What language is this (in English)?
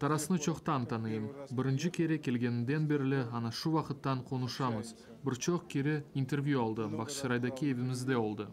Crimean Tatar